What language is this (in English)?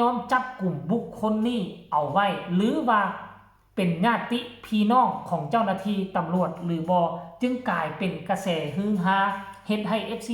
Northeastern Thai